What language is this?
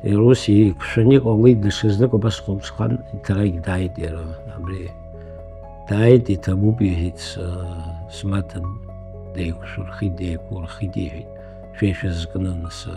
Abkhazian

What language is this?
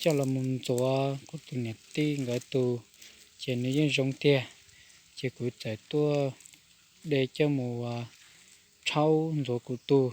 Hmong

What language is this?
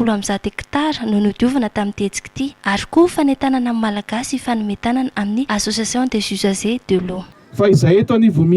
Malagasy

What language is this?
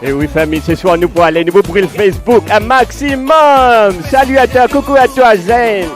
Morisyen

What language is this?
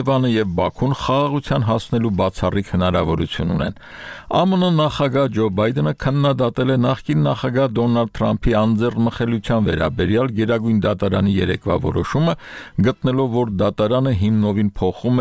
Armenian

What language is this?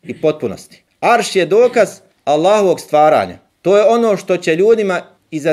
Bosnian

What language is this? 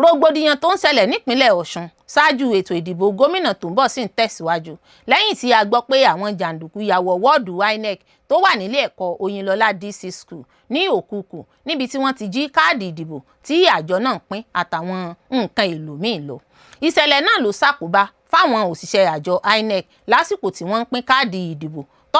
Yoruba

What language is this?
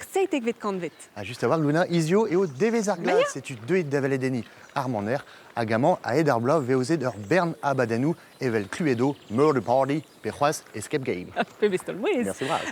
Breton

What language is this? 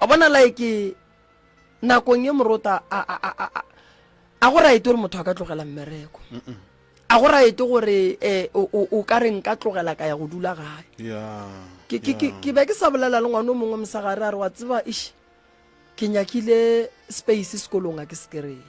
Northern Sotho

